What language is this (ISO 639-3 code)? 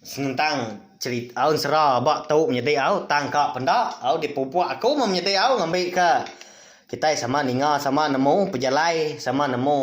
iba